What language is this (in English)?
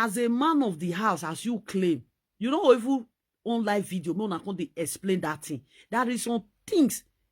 Nigerian Pidgin